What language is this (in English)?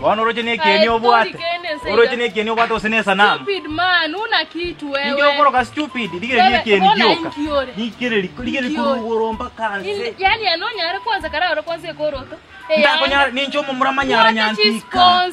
Gusii